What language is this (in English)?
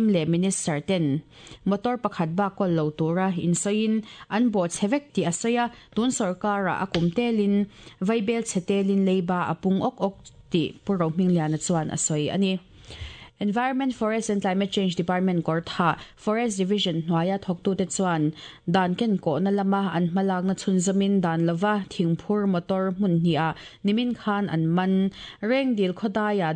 Mizo